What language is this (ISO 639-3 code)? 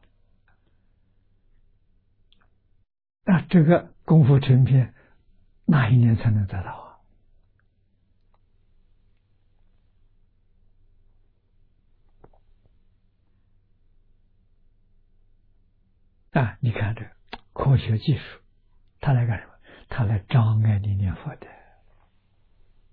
zho